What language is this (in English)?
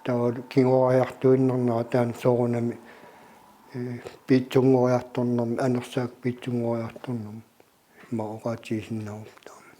Kalaallisut